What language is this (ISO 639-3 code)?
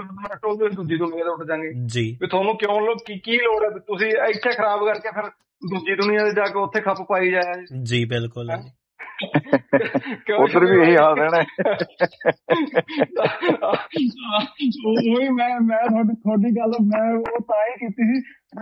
pan